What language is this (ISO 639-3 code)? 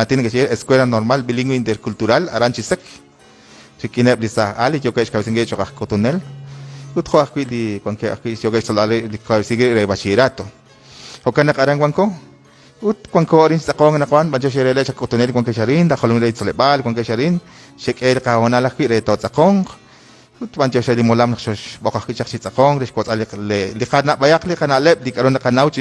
kek